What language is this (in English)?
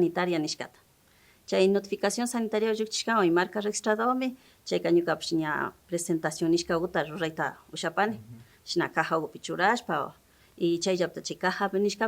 Imbabura Highland Quichua